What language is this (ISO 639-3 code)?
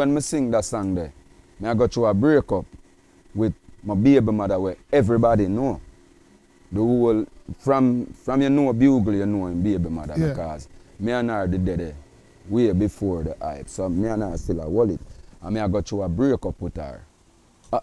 jam